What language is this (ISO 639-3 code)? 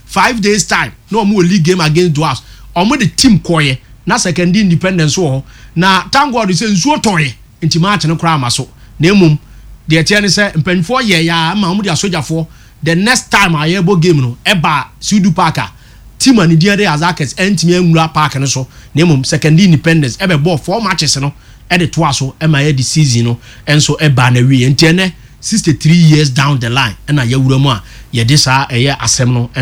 aka